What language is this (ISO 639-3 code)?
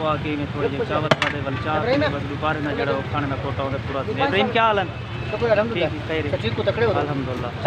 skr